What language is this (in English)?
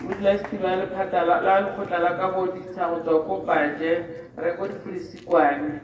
Tswana